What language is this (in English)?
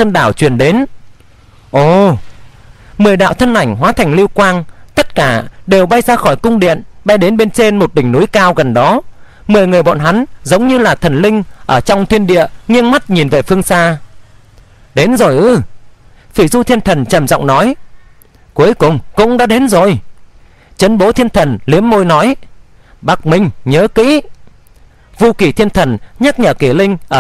Vietnamese